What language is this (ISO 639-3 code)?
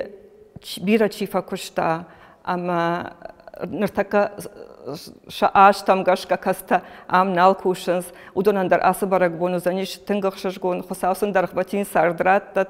oss